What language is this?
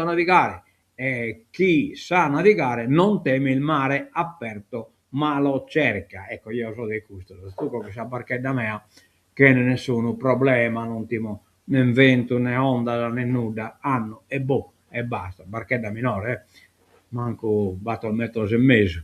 Sardinian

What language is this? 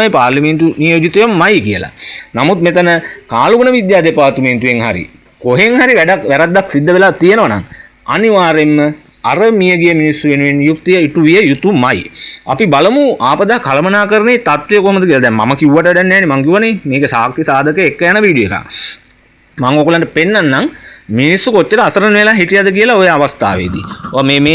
Sinhala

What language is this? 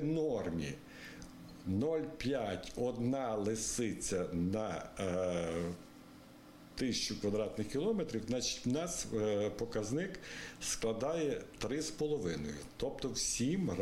Ukrainian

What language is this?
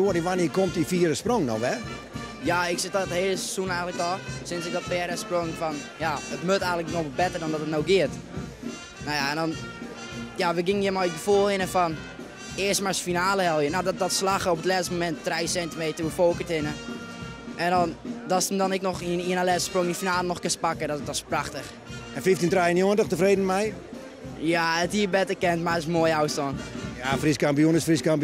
Western Frisian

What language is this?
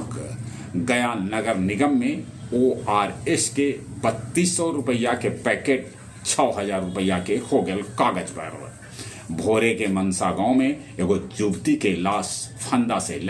Magahi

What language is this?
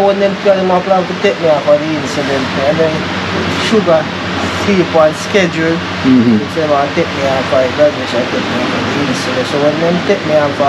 Jamaican Creole English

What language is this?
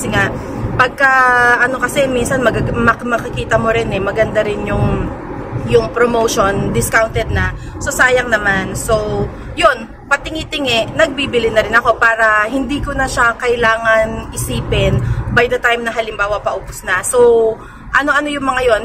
Filipino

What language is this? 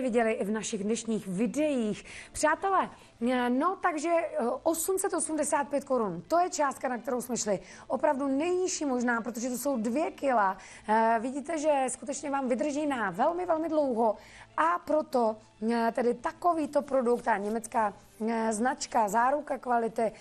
Czech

